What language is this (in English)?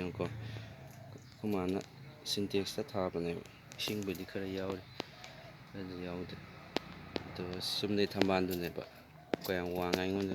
Manipuri